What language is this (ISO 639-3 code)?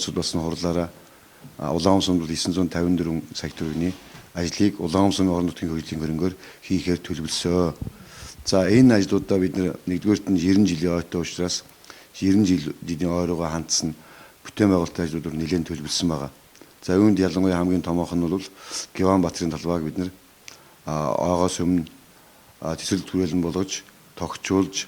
mon